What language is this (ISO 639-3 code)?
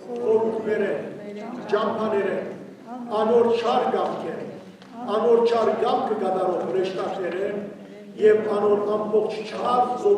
hyw